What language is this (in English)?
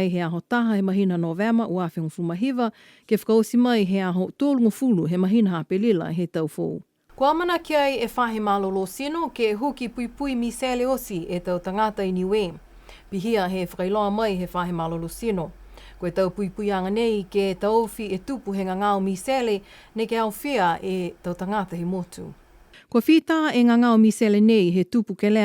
Niuean